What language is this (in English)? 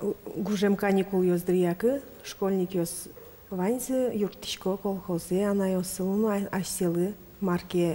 Udmurt